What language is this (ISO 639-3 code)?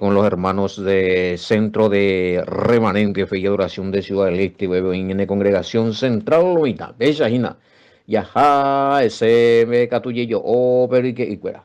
grn